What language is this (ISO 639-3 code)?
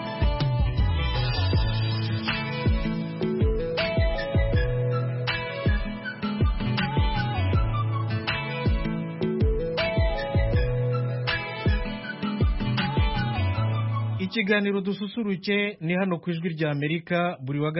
kin